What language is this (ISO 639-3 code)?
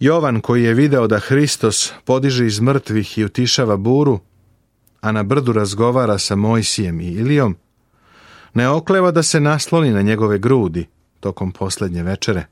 srp